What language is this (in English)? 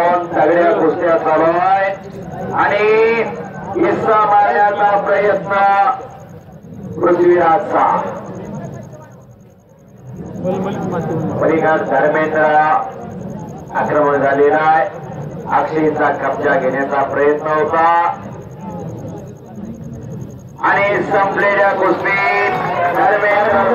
Marathi